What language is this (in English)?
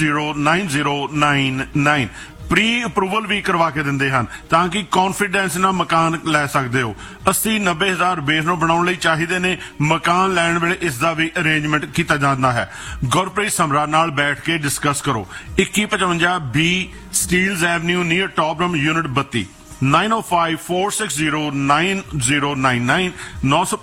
Punjabi